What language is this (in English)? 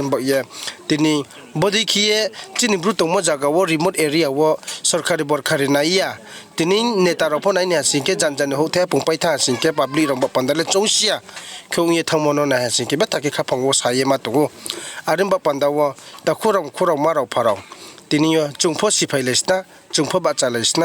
Riang (India)